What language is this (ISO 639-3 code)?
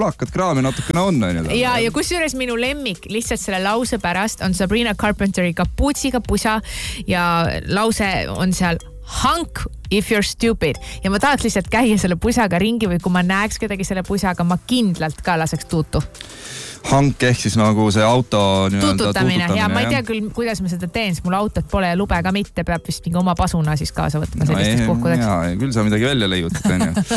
est